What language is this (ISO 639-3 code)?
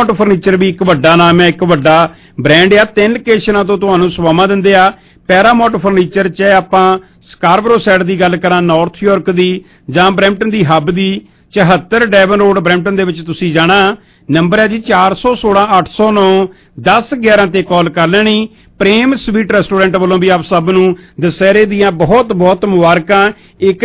pan